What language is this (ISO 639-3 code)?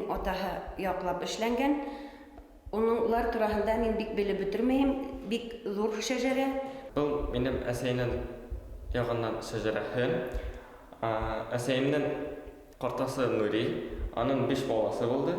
bak